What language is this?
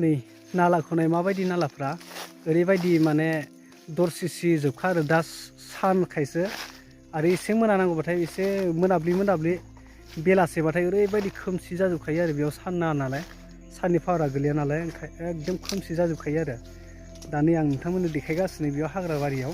Bodo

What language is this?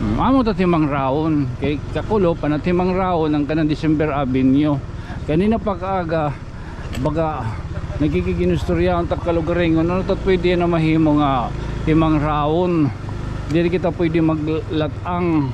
Waray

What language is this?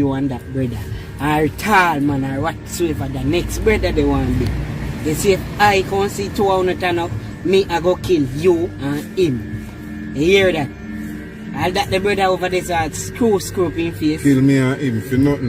Jamaican Creole English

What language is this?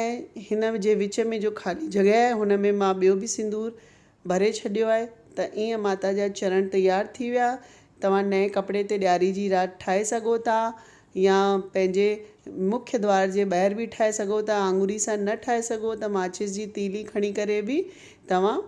Sindhi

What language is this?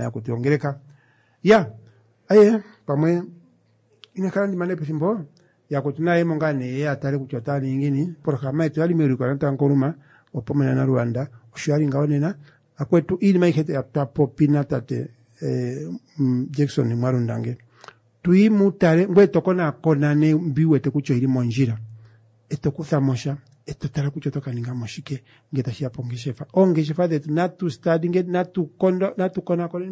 Kuanyama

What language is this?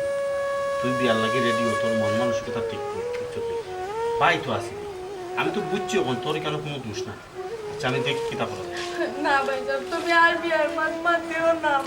Sylheti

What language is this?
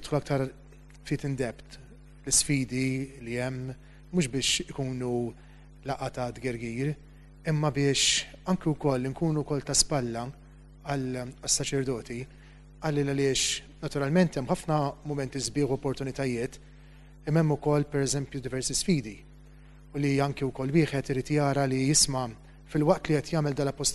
Maltese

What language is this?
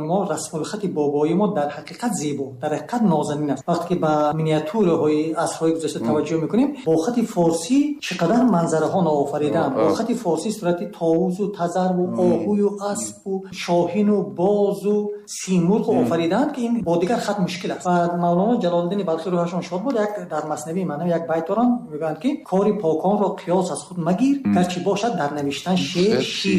Tajik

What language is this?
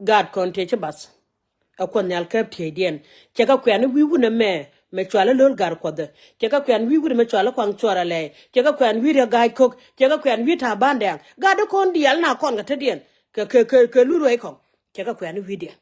Nuer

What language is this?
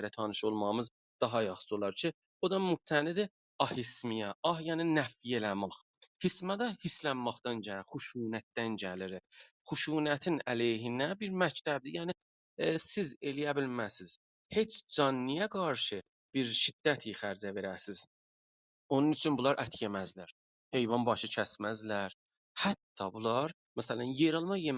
South Azerbaijani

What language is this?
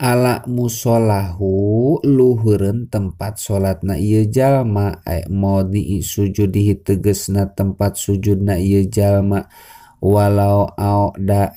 Sundanese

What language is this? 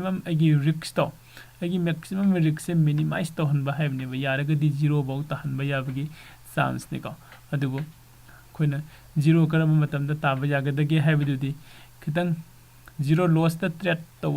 Manipuri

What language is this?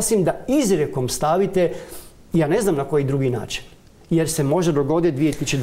Croatian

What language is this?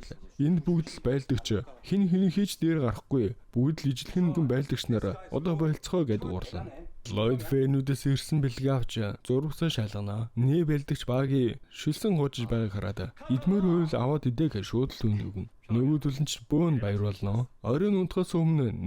Mongolian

